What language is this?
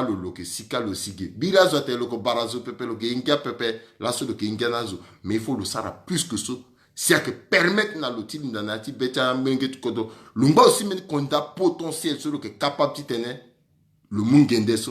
Sango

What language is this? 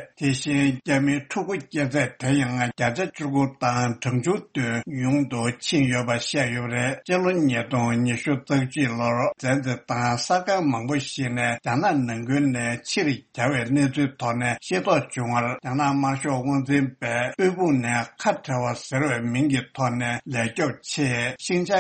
Tibetan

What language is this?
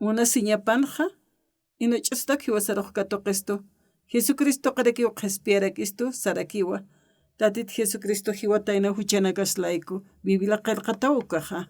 Aymara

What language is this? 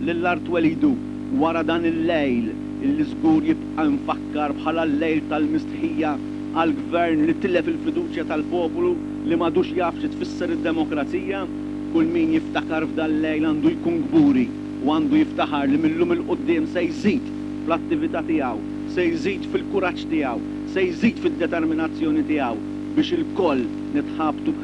Maltese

